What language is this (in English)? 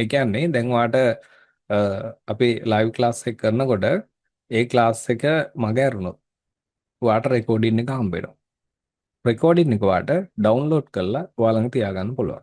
Sinhala